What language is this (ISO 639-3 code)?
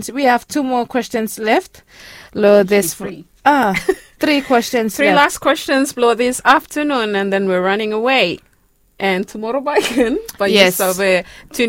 bis